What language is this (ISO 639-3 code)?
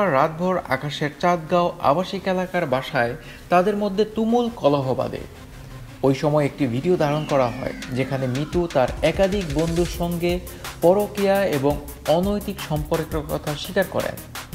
ben